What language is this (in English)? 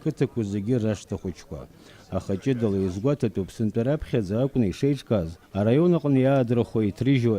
Abkhazian